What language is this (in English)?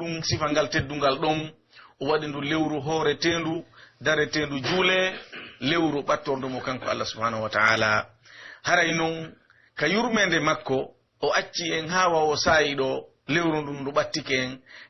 Pular